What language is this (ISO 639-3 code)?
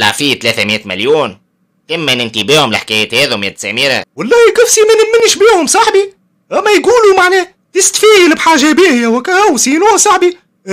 aeb